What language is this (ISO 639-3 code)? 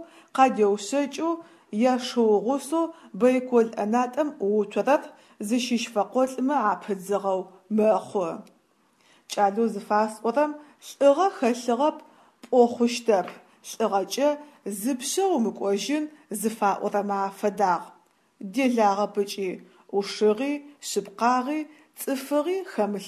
ady